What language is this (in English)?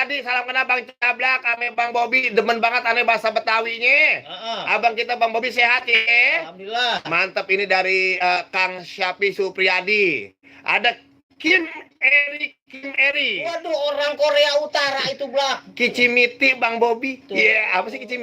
Betawi